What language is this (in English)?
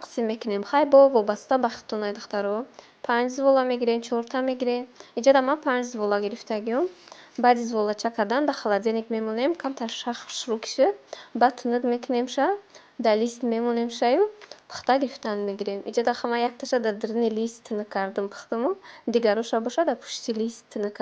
Tajik